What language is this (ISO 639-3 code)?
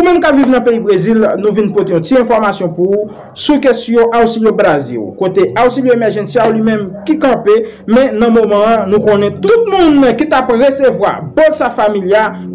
hat